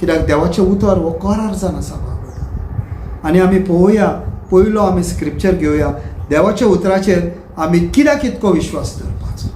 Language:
Konkani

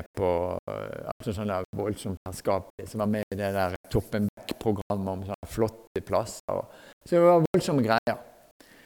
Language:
Norwegian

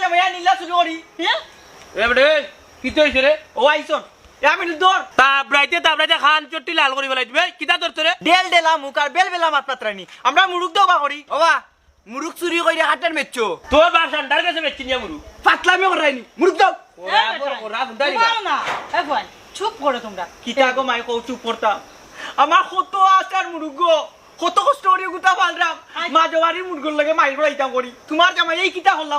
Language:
Sylheti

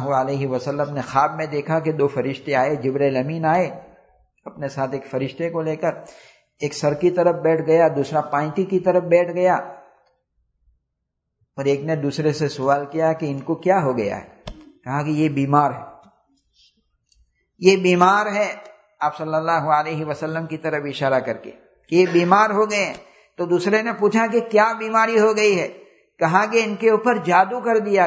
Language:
Urdu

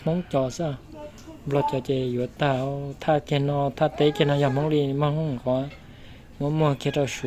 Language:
Hmong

